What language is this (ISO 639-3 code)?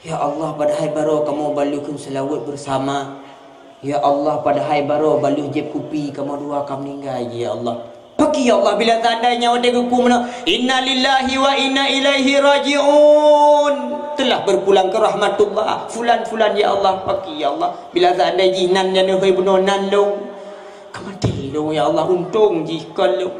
ace